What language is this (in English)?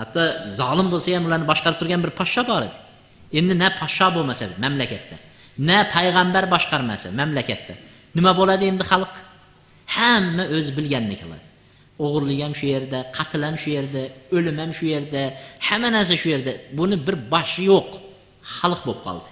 Uzbek